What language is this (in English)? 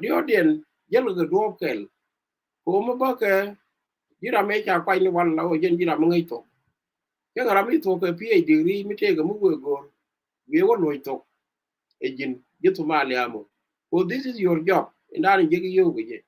Nuer